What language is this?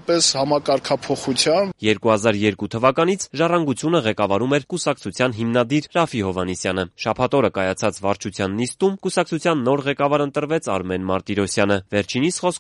Armenian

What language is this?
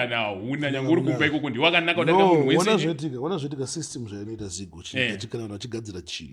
Shona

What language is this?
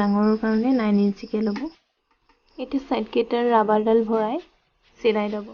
Assamese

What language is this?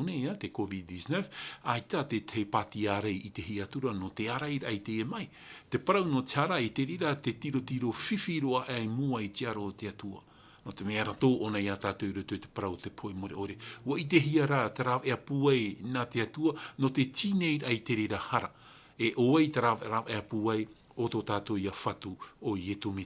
Tahitian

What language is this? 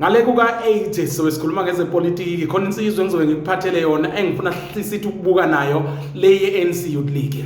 Zulu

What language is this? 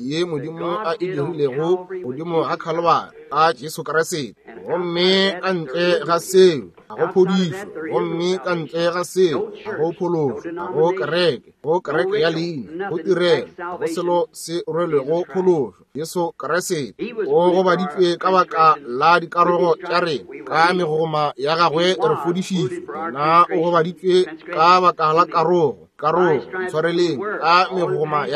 Northern Sotho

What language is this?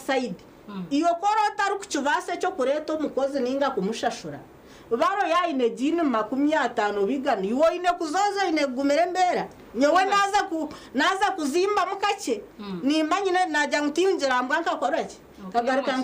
Nyankole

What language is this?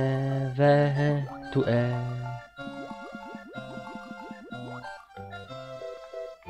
German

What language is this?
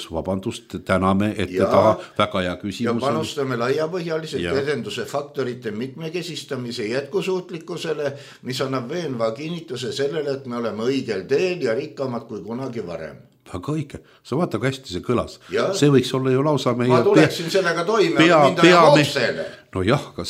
Estonian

